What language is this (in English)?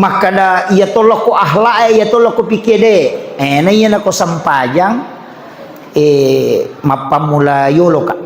Buginese